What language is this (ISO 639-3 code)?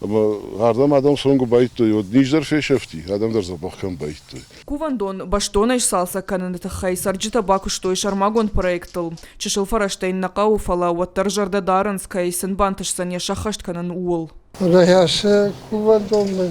oss